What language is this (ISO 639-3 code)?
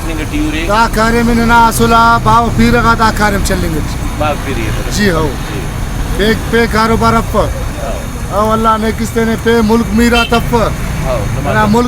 brh